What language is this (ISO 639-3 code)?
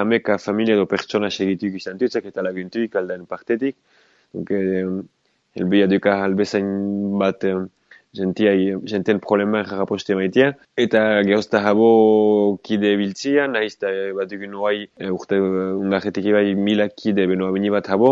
eus